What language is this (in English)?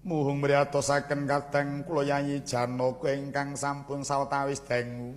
Javanese